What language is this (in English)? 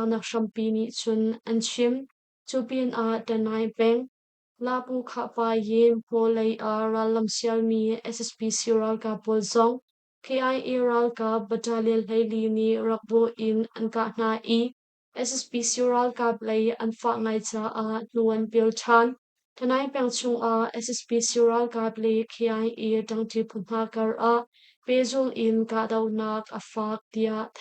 Hakha Chin